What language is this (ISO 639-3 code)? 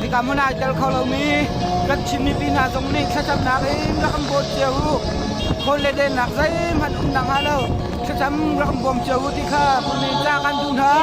cnh